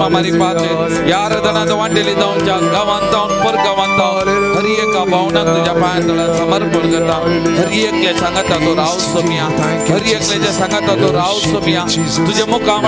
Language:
Konkani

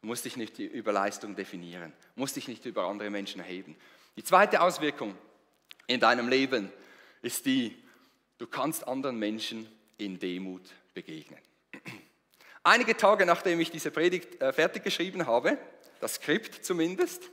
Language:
Swiss German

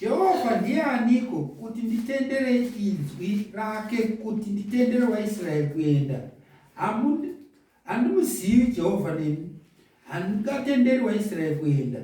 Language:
Shona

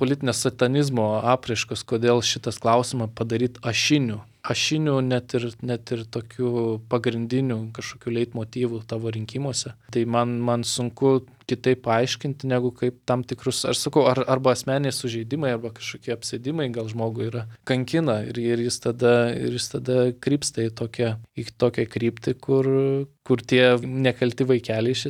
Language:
Lithuanian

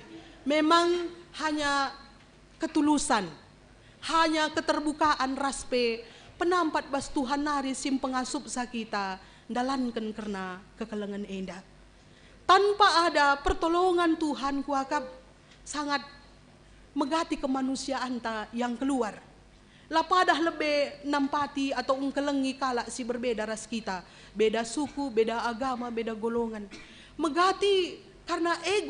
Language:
Batak Karo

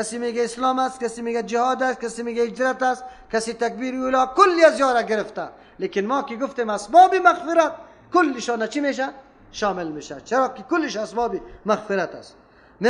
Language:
Persian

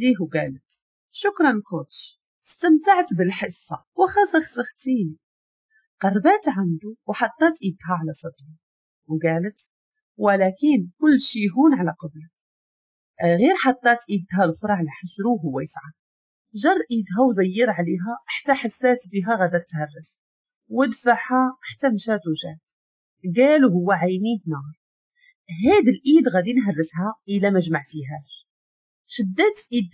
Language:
Moroccan Arabic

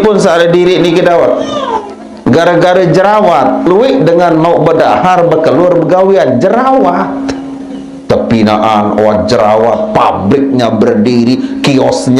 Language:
Sasak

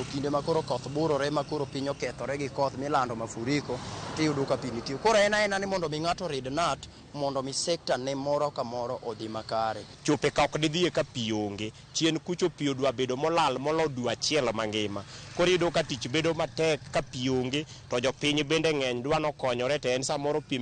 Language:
Luo (Kenya and Tanzania)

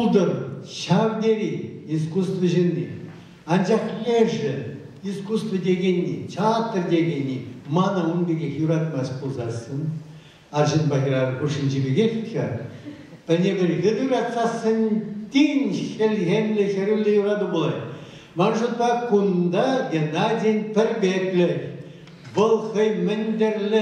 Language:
Chuvash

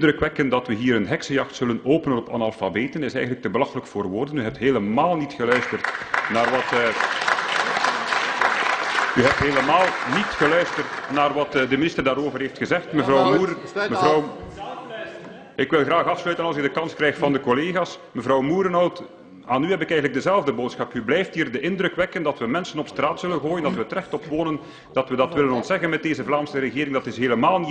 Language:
Dutch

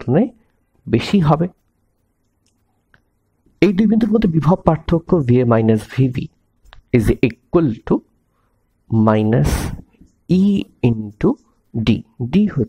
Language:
Bangla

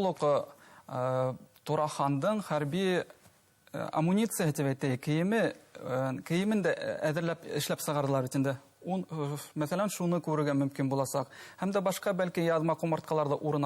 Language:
Bashkir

